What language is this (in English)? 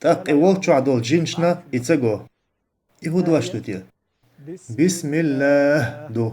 Chechen